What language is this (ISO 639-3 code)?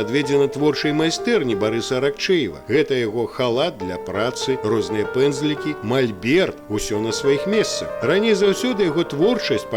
bel